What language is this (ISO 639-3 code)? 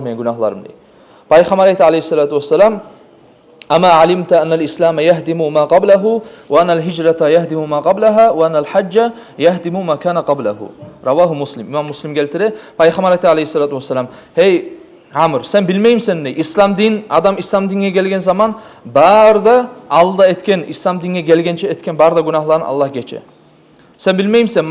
kum